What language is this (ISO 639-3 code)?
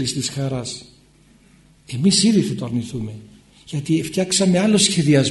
ell